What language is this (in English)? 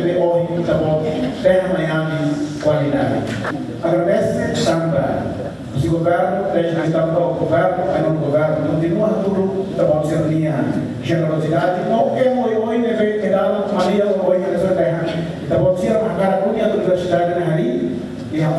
Tetum